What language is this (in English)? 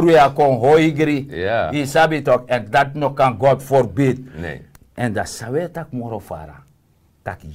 Sranan Tongo